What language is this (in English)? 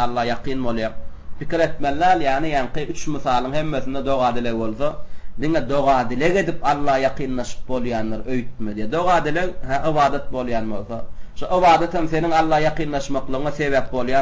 Turkmen